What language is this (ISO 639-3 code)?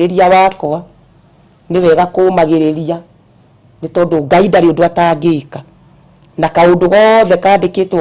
kik